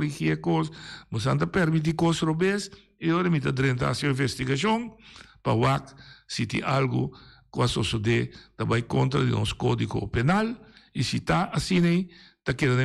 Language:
Papiamento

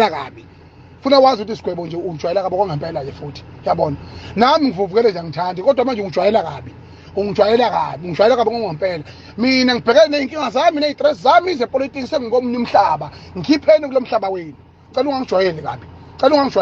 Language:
Zulu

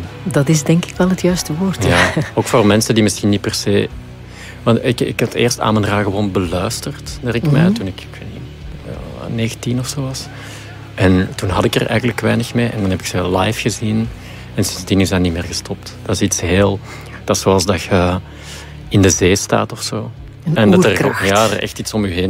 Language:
Dutch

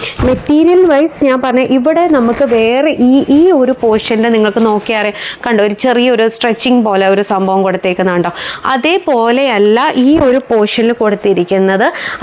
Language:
Malayalam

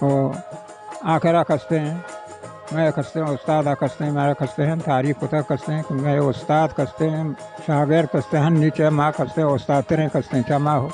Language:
Baluchi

